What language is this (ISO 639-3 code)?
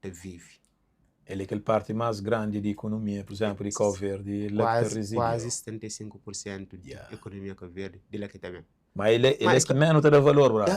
kea